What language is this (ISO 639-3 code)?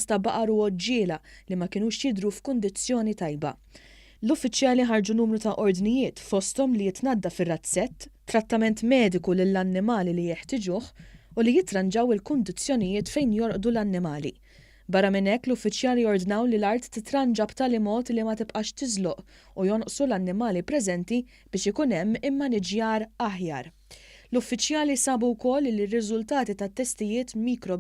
mlt